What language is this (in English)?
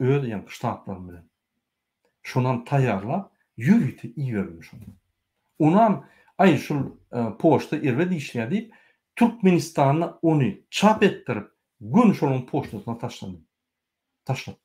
Turkmen